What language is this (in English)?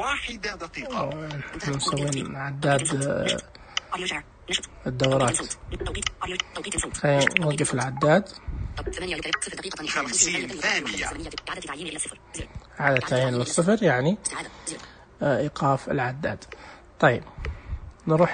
Najdi Arabic